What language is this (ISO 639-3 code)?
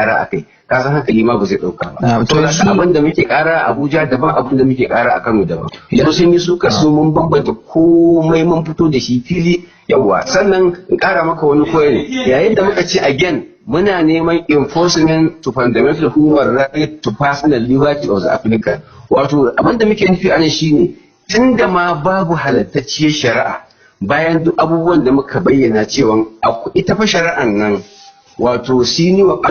hau